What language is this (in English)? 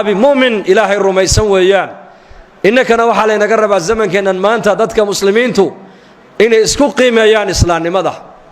Somali